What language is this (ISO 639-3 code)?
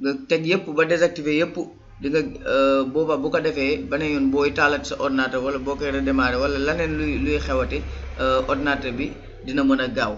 wol